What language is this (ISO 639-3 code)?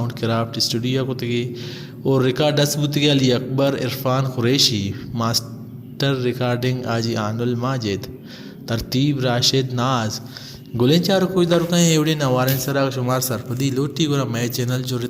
bal